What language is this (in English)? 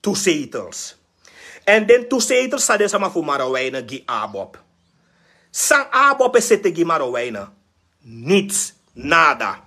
Sranan Tongo